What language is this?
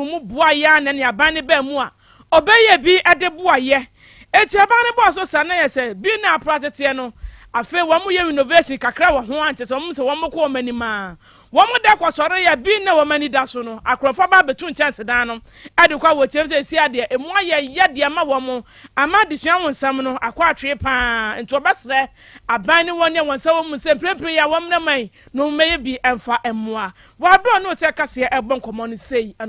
Akan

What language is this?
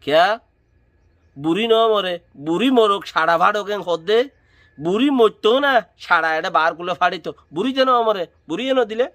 Rohingya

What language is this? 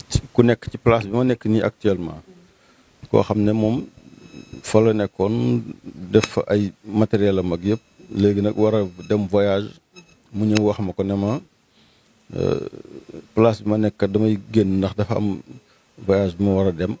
Wolof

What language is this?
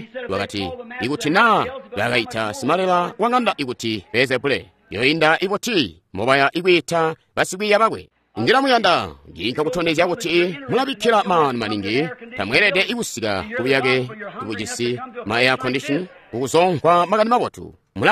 Tonga (Zambia)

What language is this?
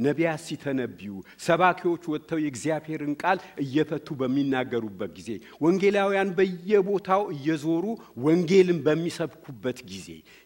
Amharic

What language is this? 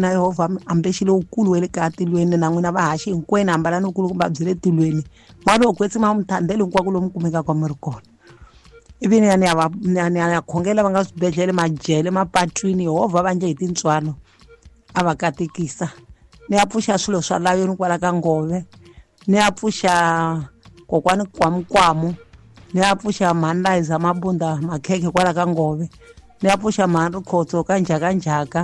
Tsonga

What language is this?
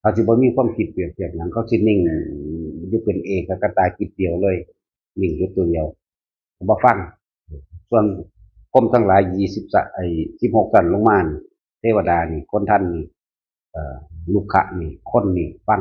Northeastern Thai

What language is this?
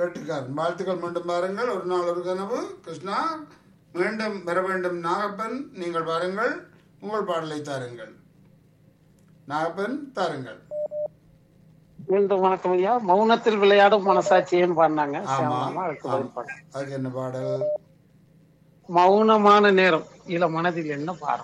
Tamil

